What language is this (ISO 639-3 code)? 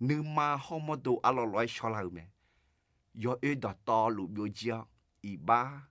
ahk